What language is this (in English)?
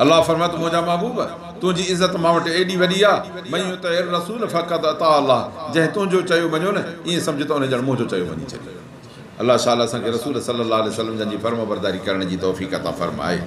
Sindhi